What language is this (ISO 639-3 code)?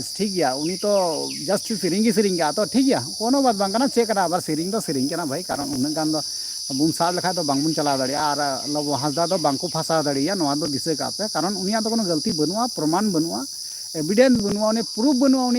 sat